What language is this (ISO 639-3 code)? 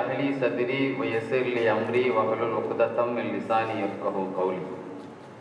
tam